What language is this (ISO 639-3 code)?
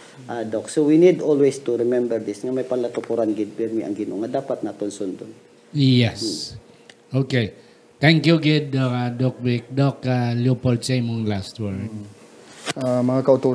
hil